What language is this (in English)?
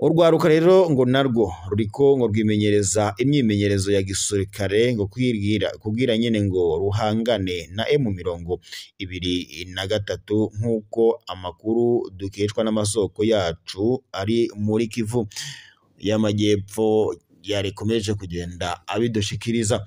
Rundi